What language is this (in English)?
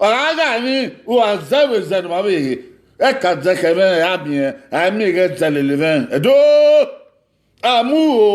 Bini